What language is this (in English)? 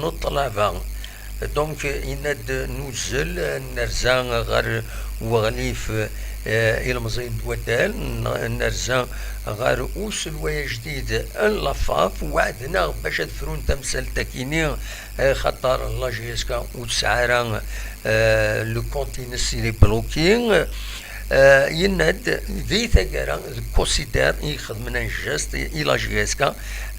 Kabyle